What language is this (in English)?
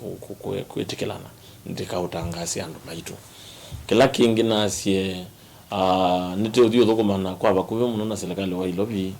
Kamba